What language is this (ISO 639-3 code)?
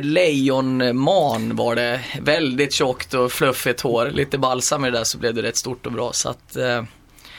swe